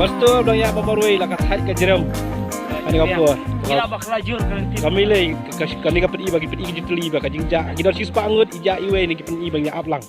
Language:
Khasi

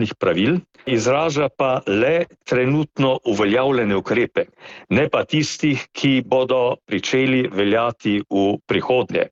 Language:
Slovenian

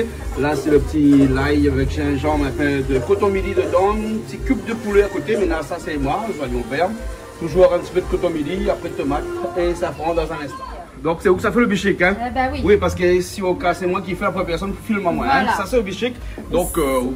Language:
Réunion Creole French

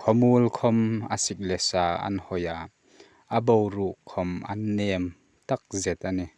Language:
Hmar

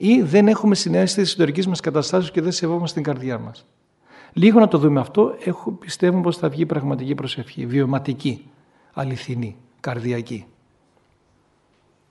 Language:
Greek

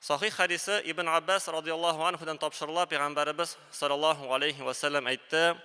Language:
Tatar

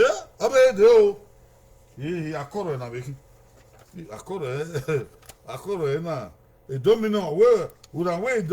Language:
Bini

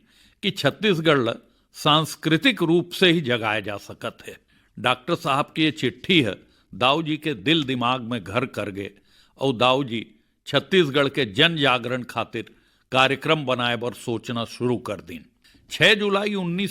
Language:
Chhattisgarhi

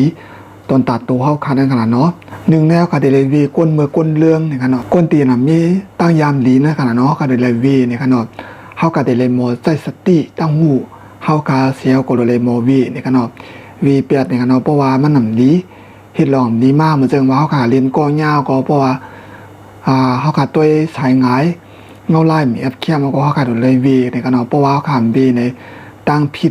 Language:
Shan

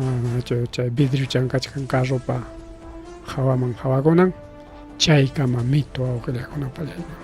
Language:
Ayacucho Quechua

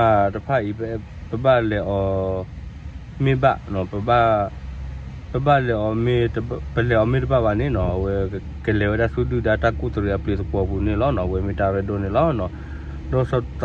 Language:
S'gaw Karen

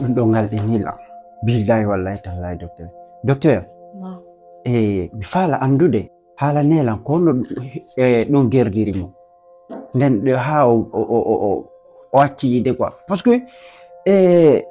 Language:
Fula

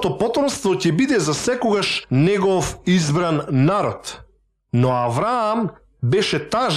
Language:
Macedonian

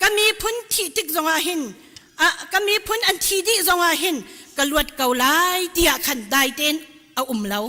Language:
Hakha Chin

